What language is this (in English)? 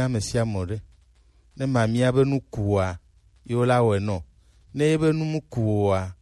Gen